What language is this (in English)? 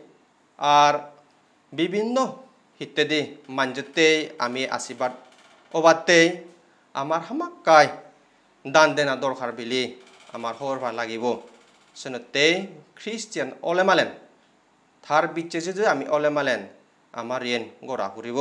Chakma